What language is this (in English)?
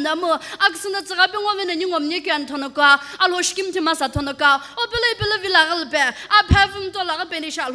Sumi Naga